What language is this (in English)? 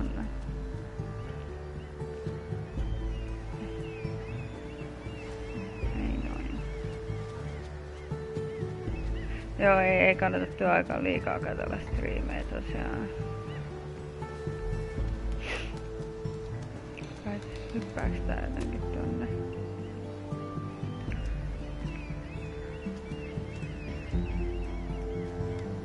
Finnish